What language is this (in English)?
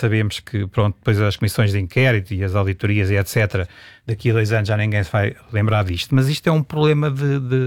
Portuguese